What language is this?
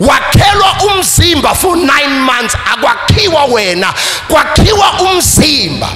Zulu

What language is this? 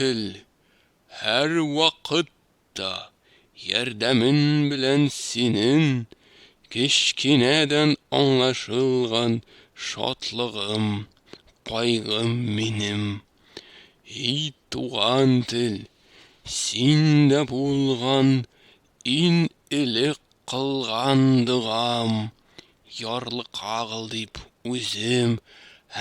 Tatar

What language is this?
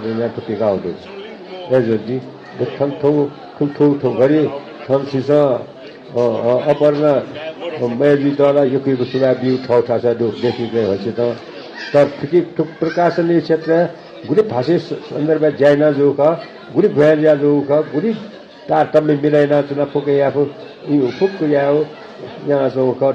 Newari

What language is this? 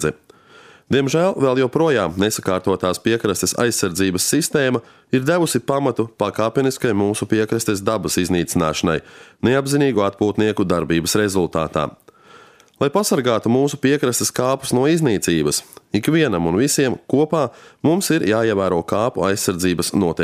Latvian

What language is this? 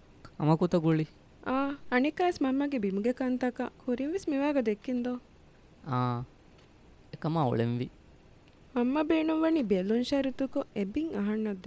Divehi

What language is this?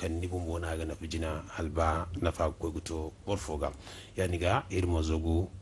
Zarma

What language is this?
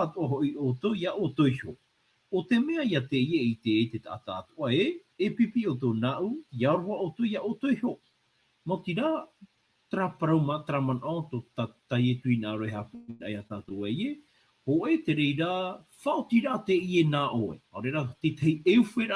Tahitian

